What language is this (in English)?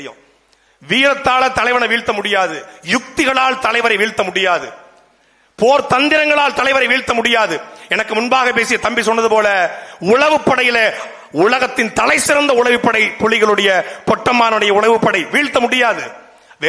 Tamil